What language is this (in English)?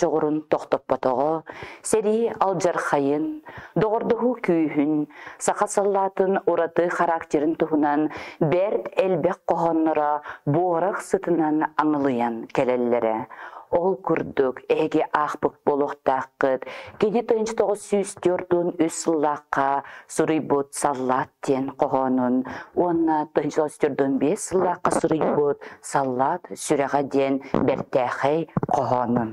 Yakut